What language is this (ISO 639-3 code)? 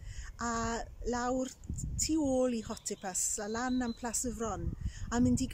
cym